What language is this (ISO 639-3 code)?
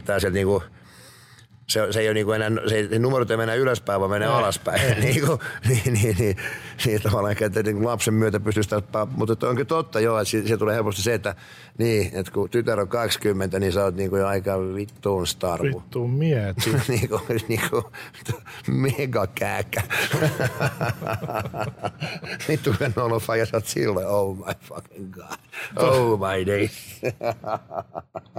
fin